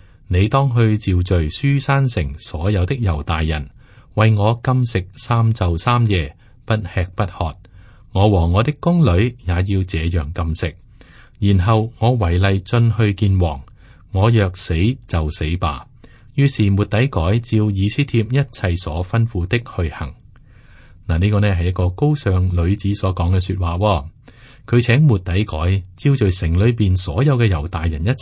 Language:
Cantonese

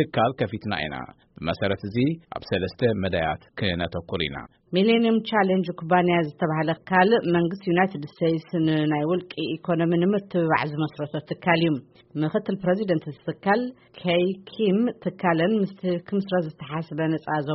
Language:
Tigrinya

